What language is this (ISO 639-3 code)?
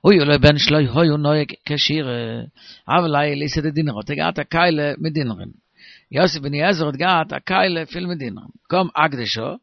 yid